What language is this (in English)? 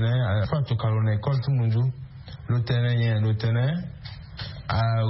Sango